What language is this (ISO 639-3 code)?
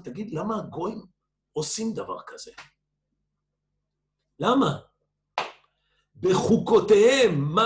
heb